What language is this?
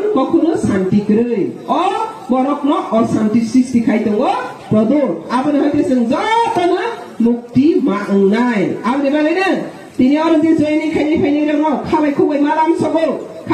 Riang (India)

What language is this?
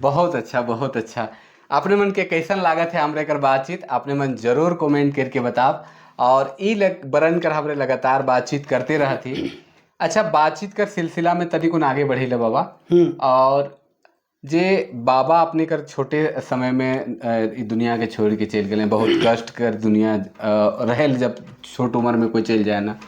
Sadri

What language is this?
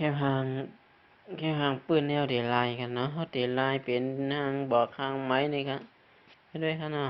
Shan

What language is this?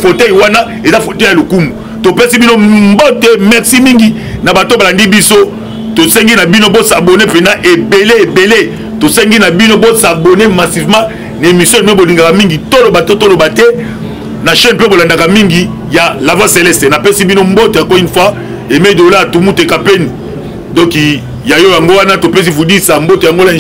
Lingala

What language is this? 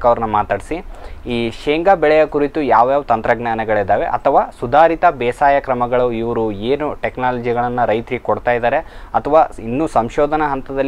Kannada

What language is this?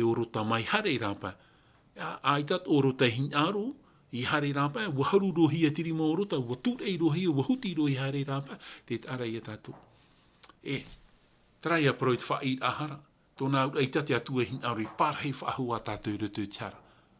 Tahitian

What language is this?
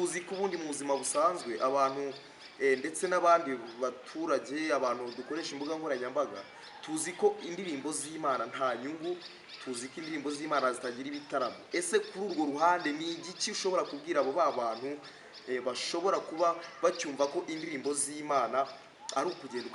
Kinyarwanda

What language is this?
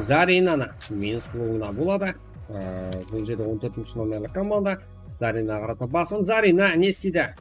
Kara-Kalpak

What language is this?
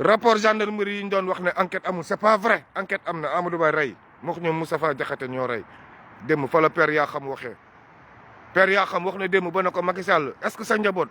Wolof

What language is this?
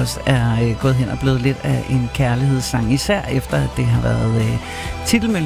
Danish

